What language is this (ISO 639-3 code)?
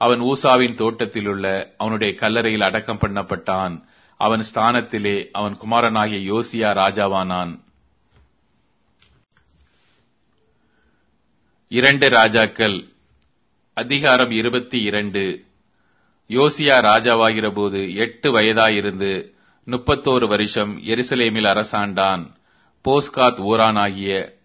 tam